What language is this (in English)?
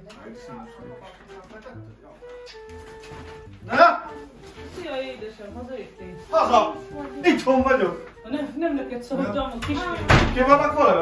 Hungarian